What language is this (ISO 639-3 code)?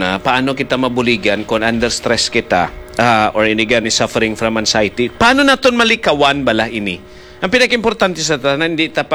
hil